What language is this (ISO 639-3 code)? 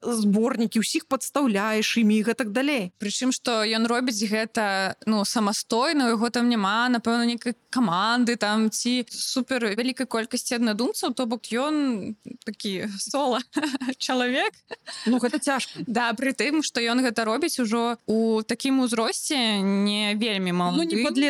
bel